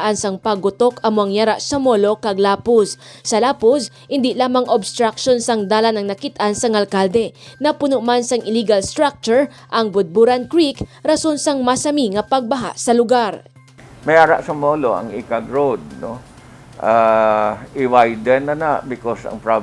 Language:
Hiligaynon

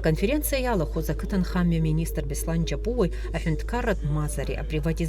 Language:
Abkhazian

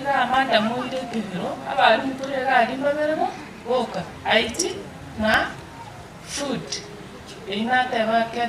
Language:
Gusii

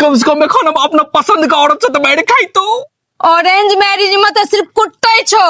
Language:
Maithili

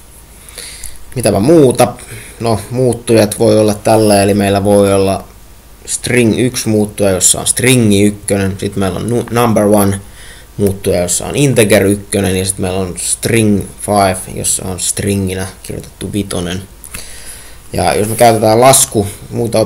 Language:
Finnish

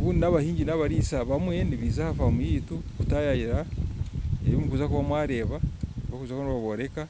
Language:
Nyankole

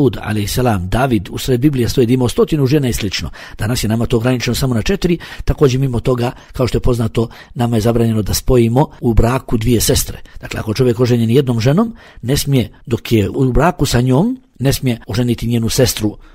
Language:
Bosnian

